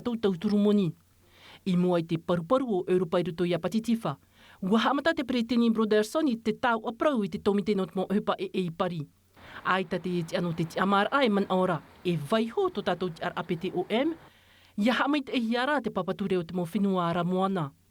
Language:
Tahitian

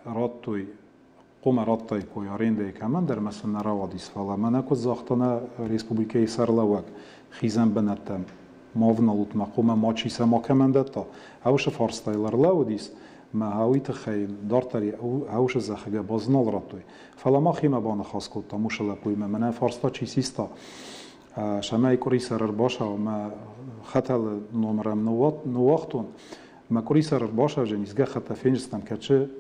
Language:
Ossetic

